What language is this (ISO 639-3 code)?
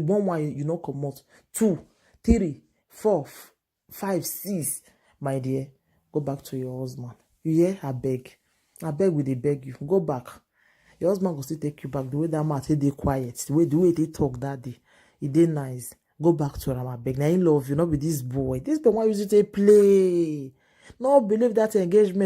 pcm